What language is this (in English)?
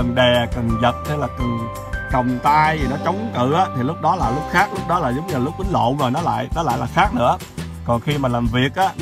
Vietnamese